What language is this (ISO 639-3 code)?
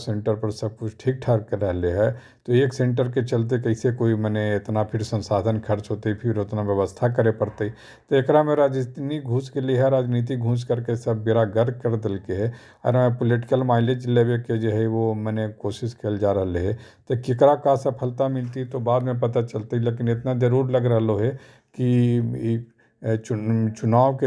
mag